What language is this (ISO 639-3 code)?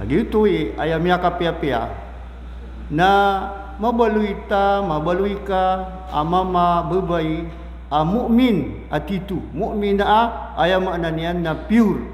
mrw